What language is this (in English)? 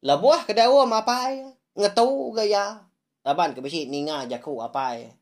Iban